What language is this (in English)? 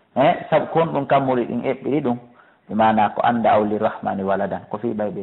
Fula